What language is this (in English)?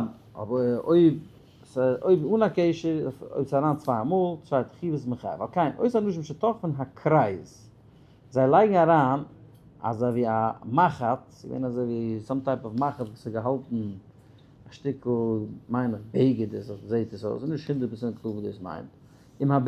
Yiddish